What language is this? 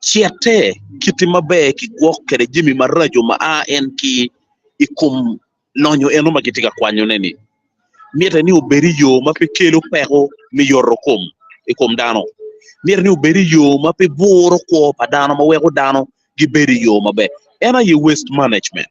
Acoli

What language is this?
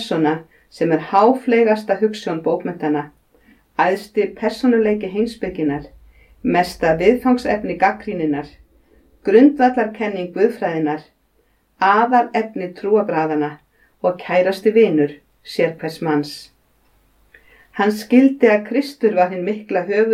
Icelandic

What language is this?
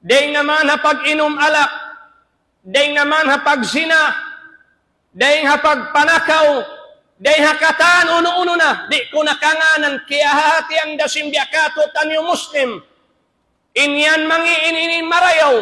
Tausug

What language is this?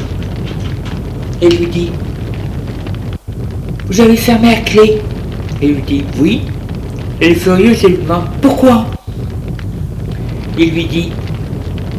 French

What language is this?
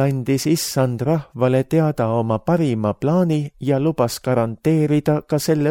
Estonian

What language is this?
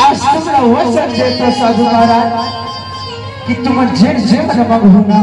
Chhattisgarhi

